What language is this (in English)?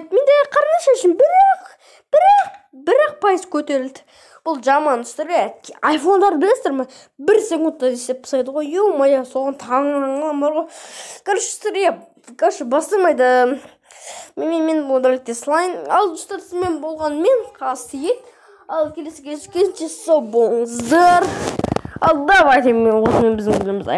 Kazakh